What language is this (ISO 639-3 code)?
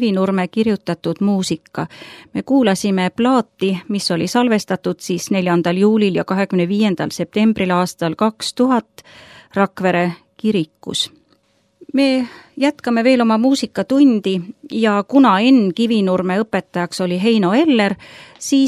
est